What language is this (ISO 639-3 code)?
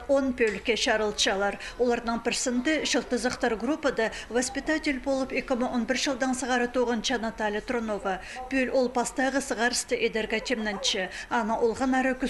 kjh